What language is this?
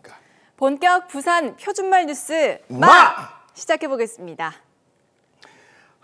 Korean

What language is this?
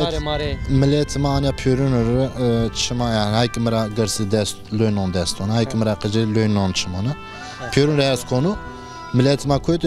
Zaza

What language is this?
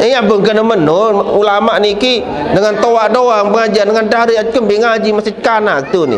Sasak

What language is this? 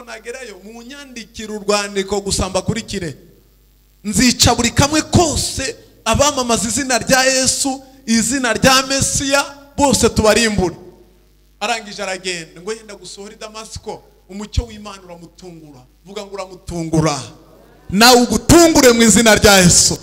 Kinyarwanda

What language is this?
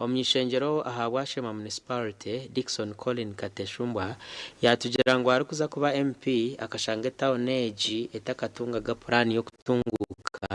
Nyankole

